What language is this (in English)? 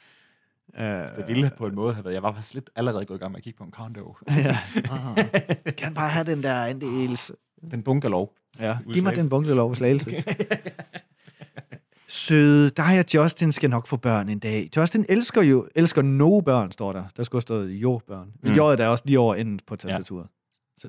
Danish